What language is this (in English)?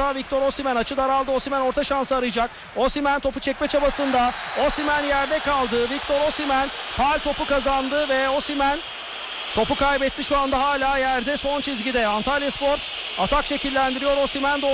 Turkish